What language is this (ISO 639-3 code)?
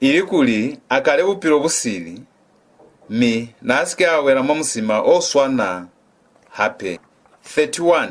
loz